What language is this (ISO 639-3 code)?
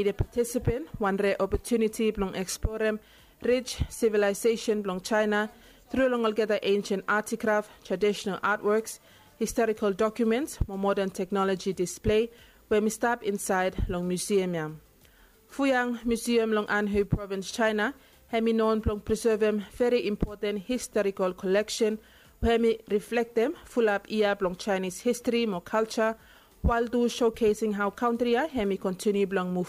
bis